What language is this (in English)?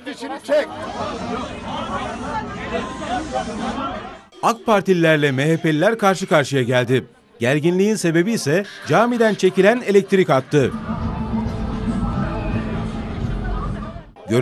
Turkish